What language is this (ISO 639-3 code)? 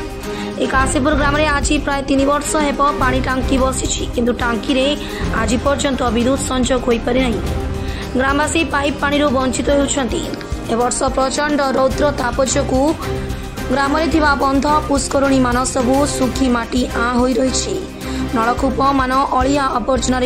ori